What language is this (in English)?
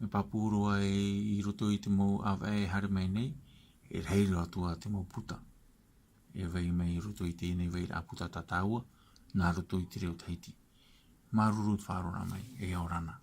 Tahitian